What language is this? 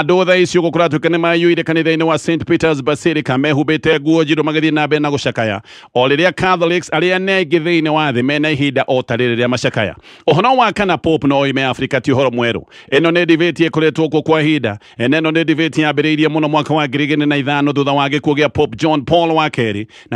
Kikuyu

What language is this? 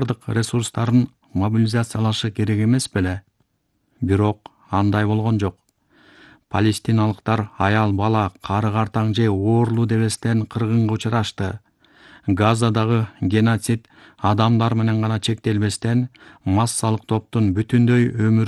Kyrgyz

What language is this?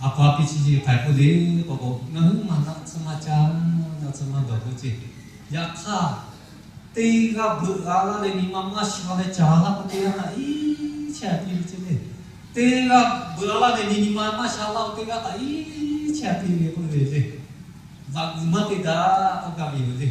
Lahu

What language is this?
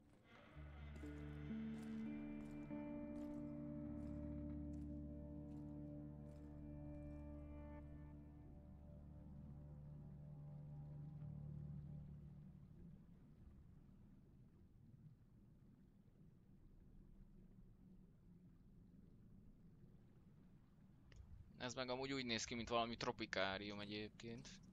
Hungarian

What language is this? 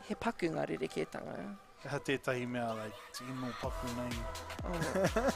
Māori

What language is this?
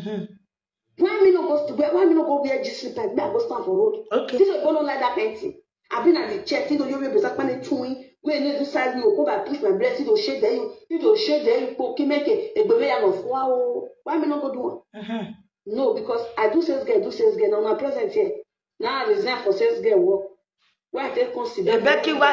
Nigerian Pidgin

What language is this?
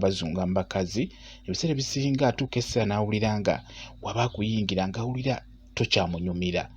Ganda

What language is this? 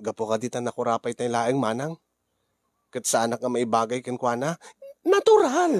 Iloko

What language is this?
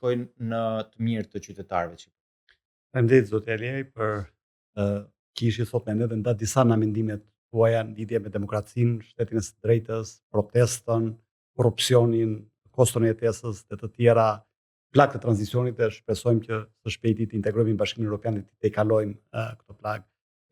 Albanian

